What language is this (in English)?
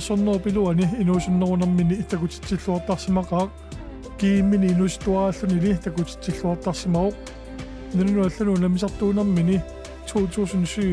Kalaallisut